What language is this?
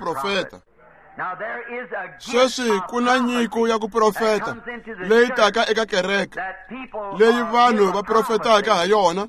Tsonga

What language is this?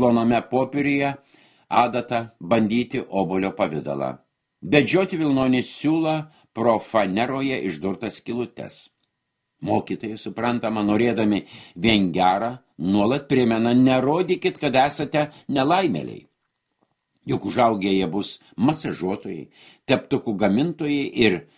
Lithuanian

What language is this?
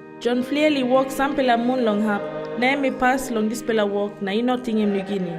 Tok Pisin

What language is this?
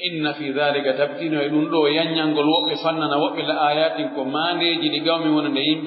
Pular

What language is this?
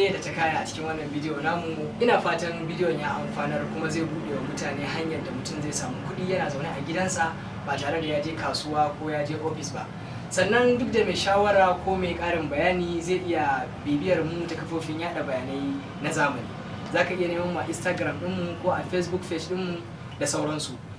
Hausa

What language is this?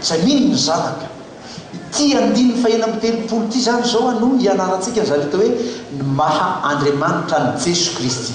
Malagasy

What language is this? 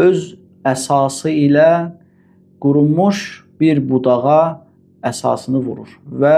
Azerbaijani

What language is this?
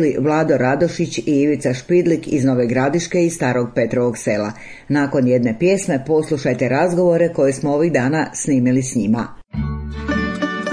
Croatian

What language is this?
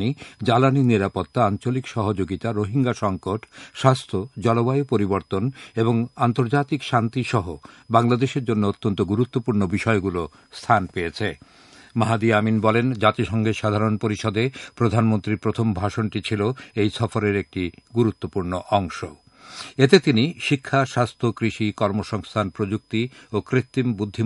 Bangla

